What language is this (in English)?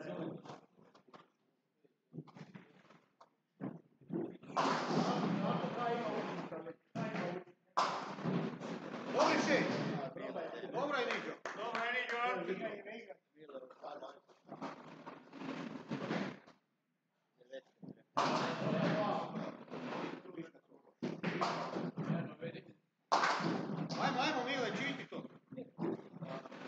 Croatian